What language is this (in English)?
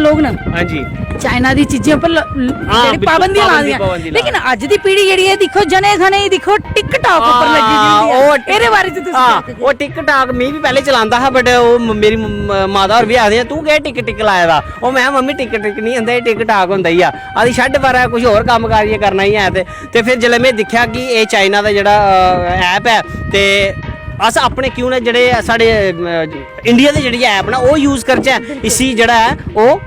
Dogri